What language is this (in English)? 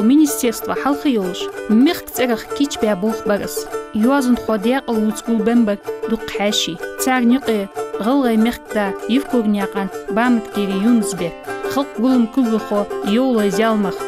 Ingush